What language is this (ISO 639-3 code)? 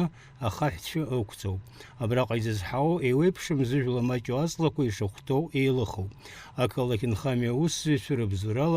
abk